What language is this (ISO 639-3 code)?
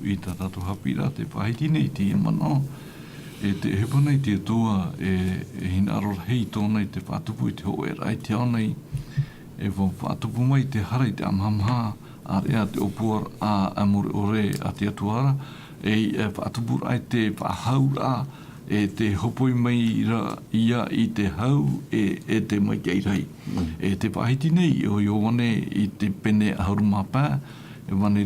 tah